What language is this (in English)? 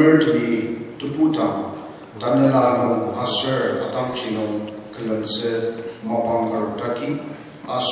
Ao Naga